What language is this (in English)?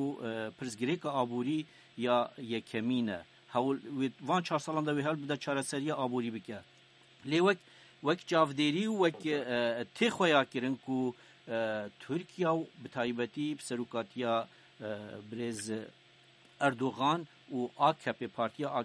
Kurdish